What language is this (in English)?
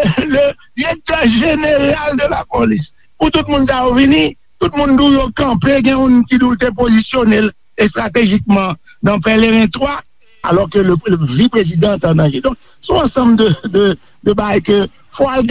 Haitian Creole